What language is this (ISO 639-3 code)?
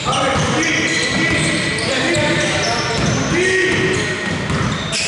ell